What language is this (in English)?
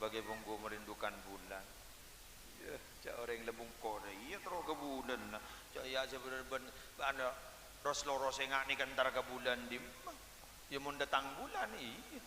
Madurese